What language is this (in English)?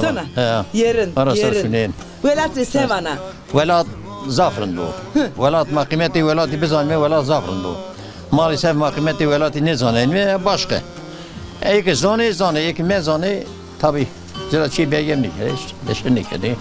Zaza